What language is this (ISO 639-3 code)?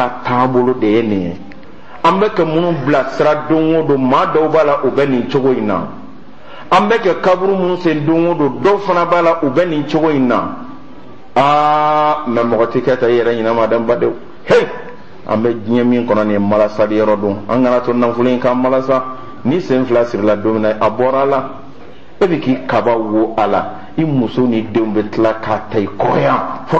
bam